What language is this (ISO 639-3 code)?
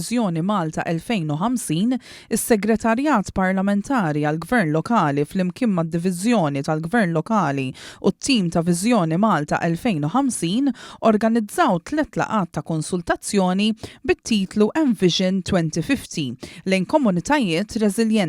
mlt